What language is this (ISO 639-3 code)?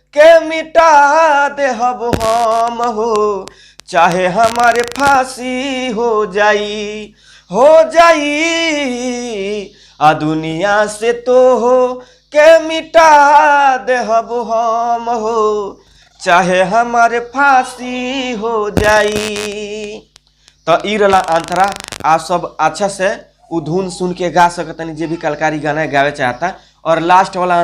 bho